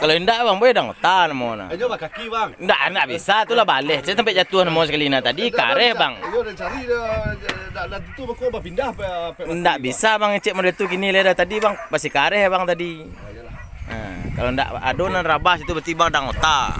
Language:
Minangkabau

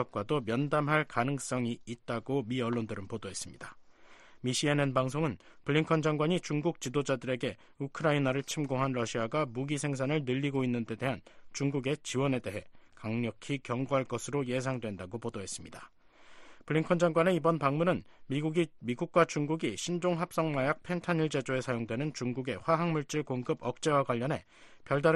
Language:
Korean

